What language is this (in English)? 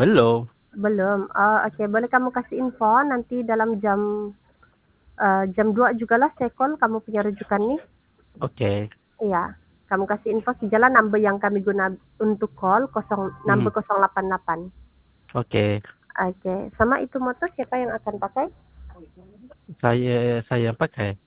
Malay